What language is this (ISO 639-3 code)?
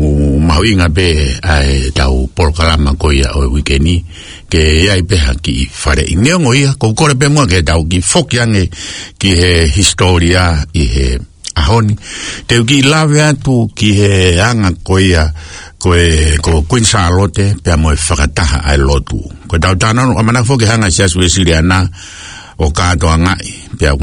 ton